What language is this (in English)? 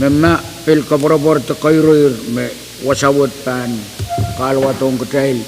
Pohnpeian